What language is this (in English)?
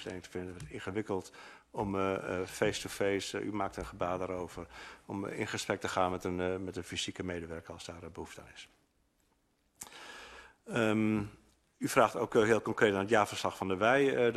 Dutch